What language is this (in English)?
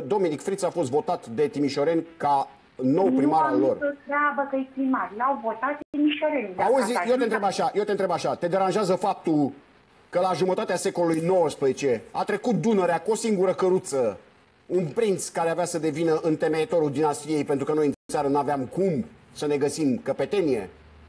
Romanian